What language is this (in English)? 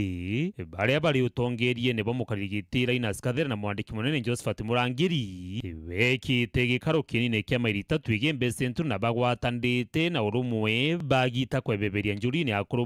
Meru